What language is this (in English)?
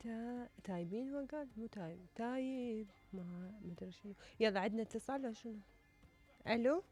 Mesopotamian Arabic